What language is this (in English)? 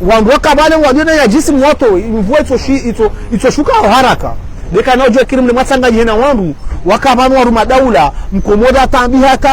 Ngazidja Comorian